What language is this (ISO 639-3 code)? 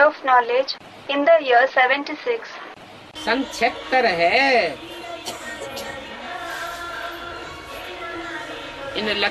hin